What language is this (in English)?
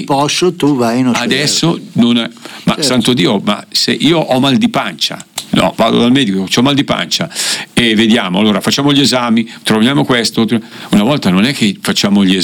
Italian